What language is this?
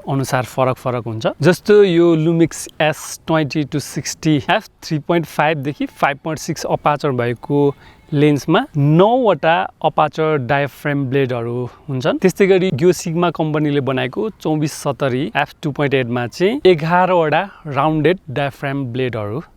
Nepali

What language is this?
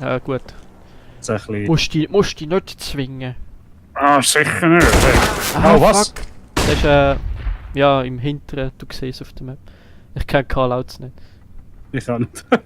Swiss German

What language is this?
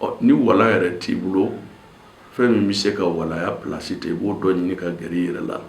Bambara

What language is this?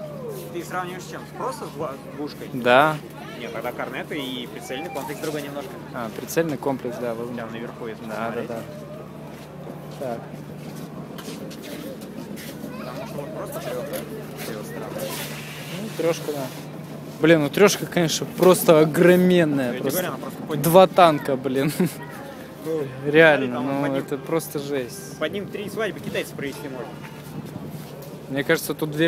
Russian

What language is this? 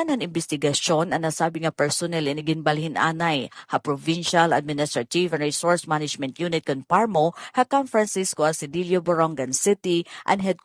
Waray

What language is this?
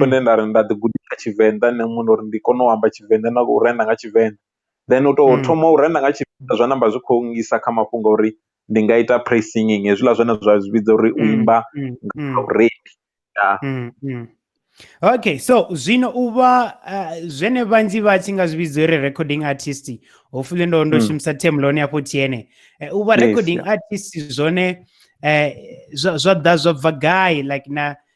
Venda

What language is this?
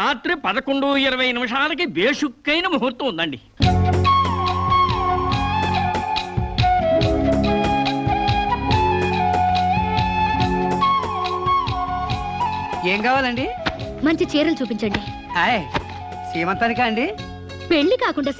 Telugu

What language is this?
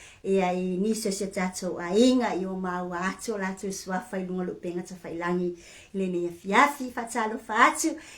Samoan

